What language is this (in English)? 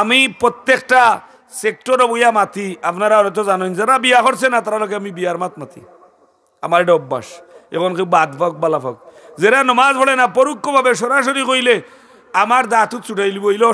Sylheti